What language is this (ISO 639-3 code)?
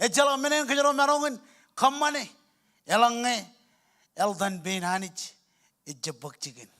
mah